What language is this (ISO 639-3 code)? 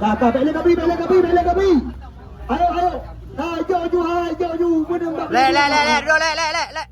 ace